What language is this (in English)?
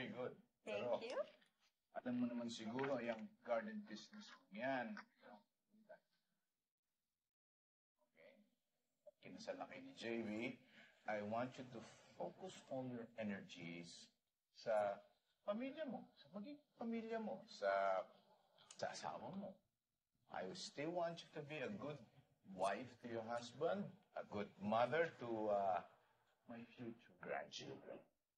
Filipino